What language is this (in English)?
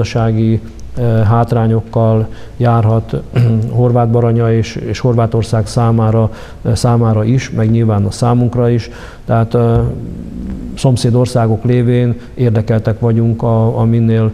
Hungarian